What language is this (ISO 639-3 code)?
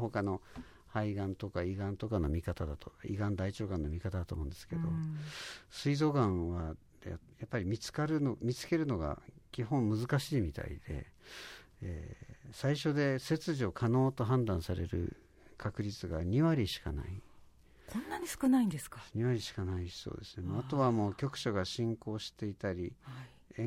jpn